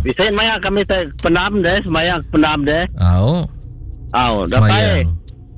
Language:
Iban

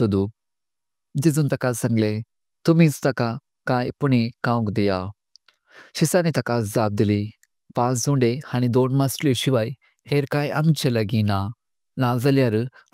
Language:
Konkani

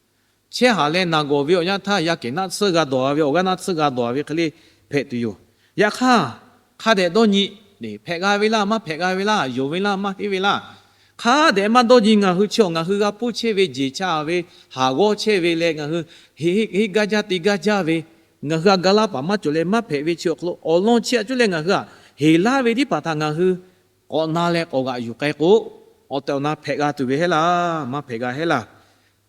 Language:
Lahu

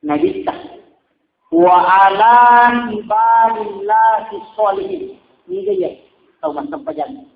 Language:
Buginese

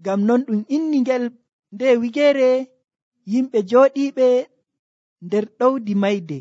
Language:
Nigerian Fulfulde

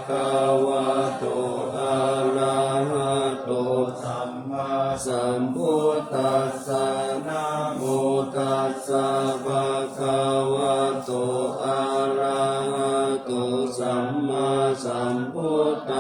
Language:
Pali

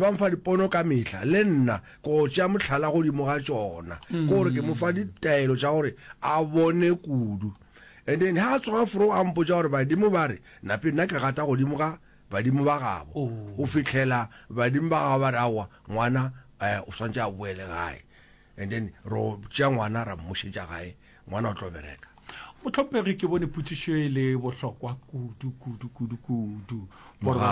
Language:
Northern Sotho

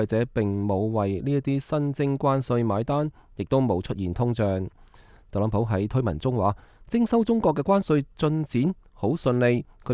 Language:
Cantonese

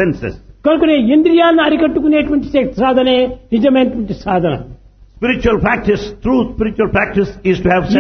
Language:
Telugu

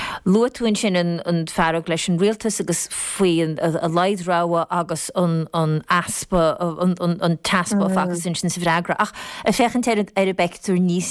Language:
Irish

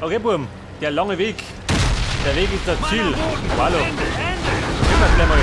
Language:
Bavarian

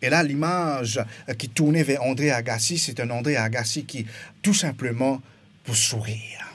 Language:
Morisyen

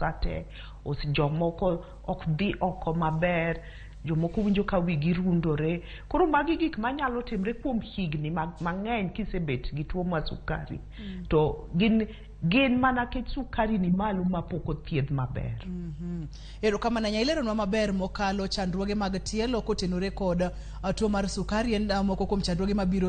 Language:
Luo (Kenya and Tanzania)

